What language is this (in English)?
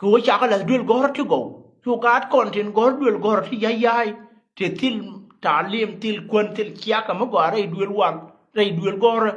Nuer